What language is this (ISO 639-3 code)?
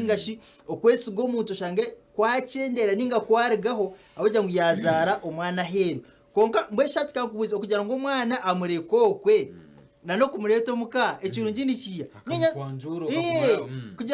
nyn